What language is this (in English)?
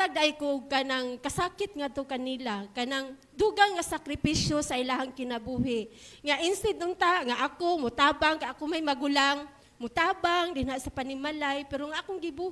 Cebuano